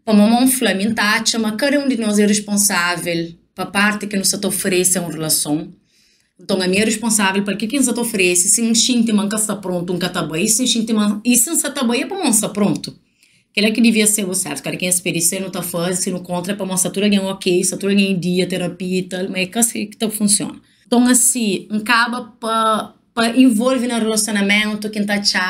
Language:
Kabuverdianu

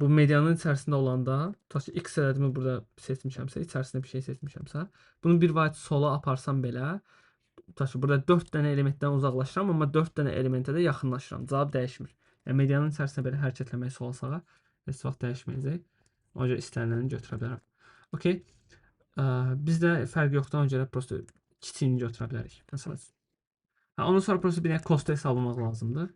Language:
Azerbaijani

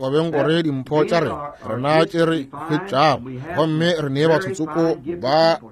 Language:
Northern Sotho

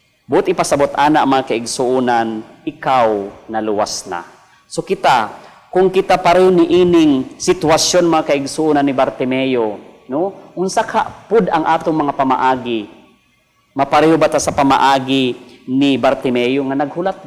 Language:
Cebuano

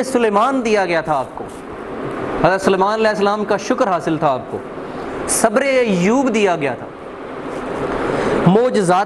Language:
Urdu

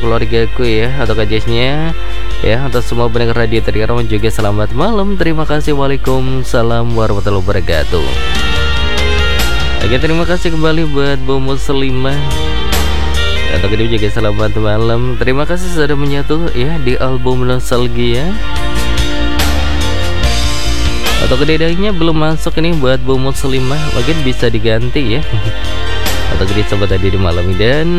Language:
Indonesian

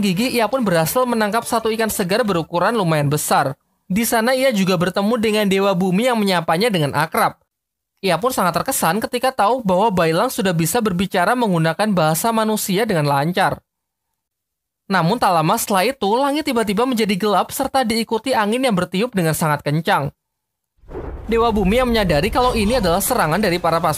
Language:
Indonesian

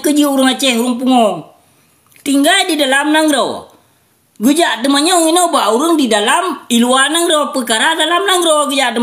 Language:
Achinese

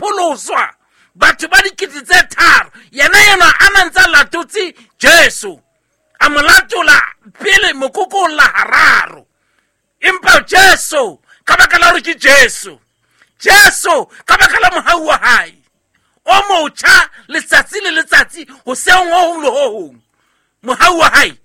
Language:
Southern Sotho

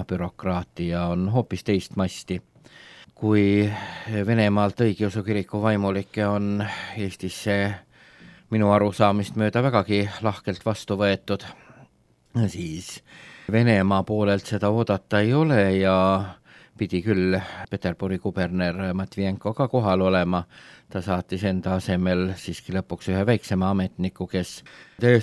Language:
Estonian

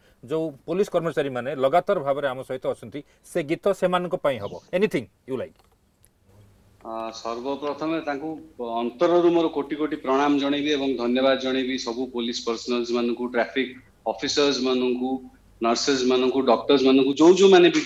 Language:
Odia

